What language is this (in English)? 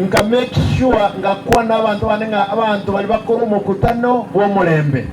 Gusii